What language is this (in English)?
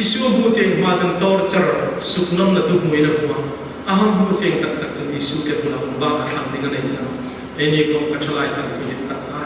Hmar